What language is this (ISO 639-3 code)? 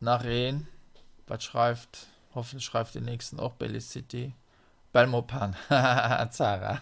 ltz